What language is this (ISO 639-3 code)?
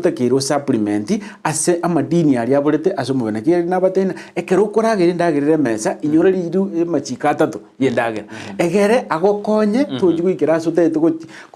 guz